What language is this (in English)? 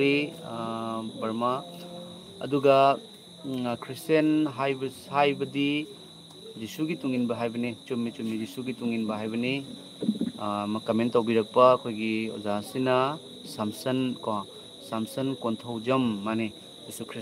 Manipuri